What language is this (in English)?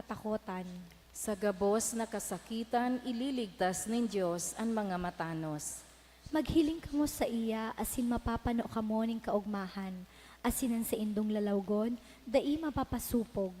Bikol